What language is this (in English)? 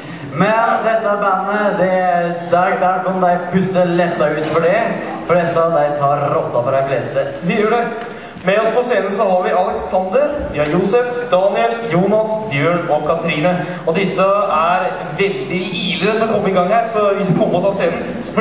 Norwegian